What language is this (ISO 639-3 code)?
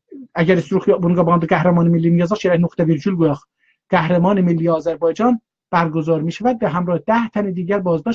azb